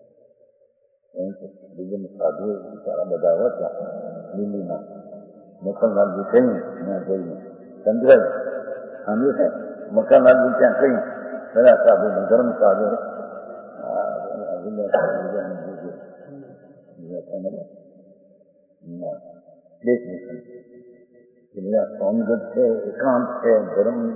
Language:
Gujarati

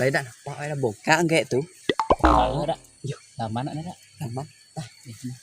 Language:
Minangkabau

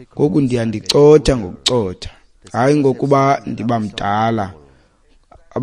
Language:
Xhosa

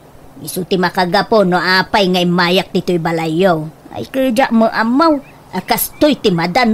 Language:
Iloko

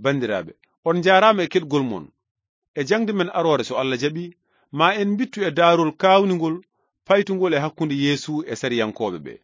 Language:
Fula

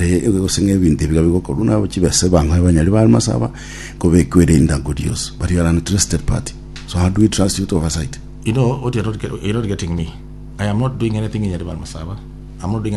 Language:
Gusii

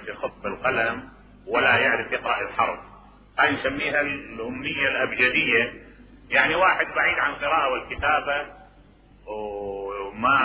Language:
Mesopotamian Arabic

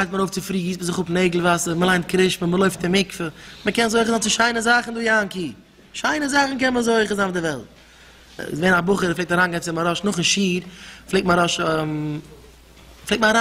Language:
Yiddish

